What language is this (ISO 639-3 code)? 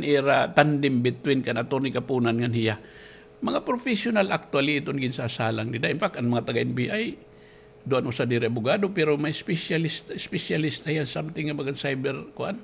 war